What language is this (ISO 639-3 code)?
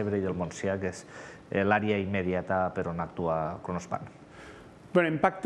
cat